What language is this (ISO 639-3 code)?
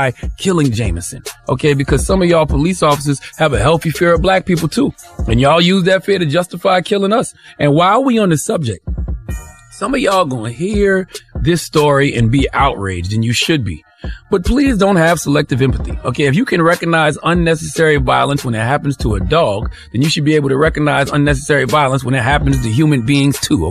eng